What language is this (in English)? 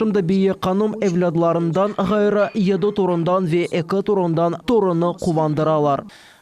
Crimean Tatar